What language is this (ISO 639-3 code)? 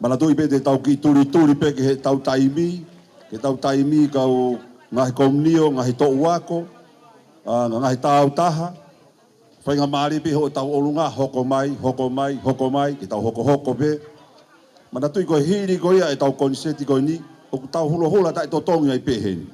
ton